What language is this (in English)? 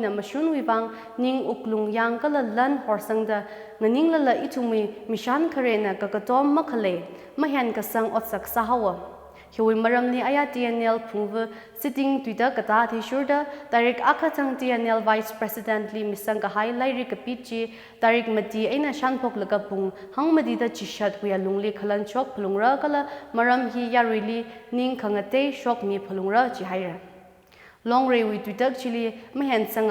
Tangkhul Naga (India)